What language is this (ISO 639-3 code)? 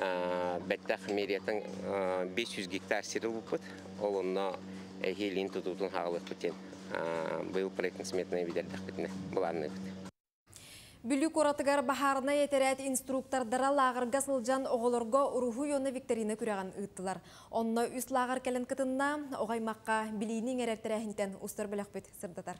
sah